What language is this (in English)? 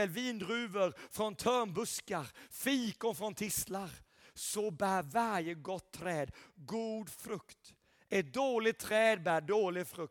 Swedish